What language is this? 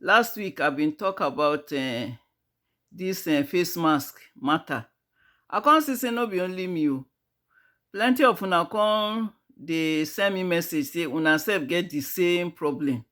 Nigerian Pidgin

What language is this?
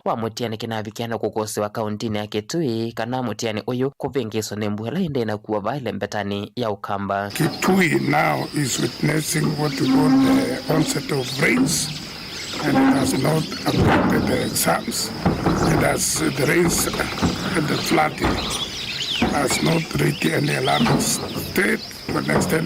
Kamba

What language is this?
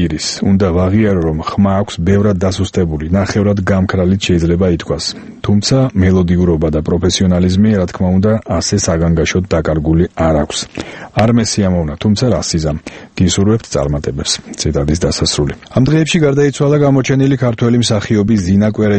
Georgian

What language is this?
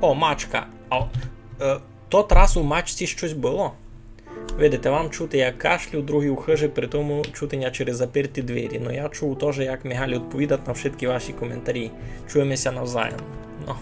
Rusyn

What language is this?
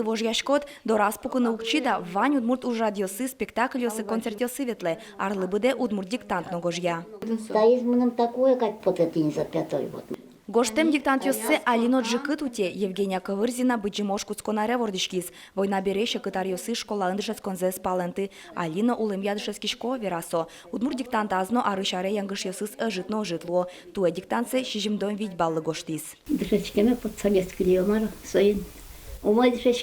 Udmurt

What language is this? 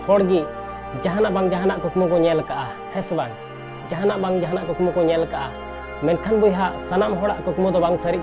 Santali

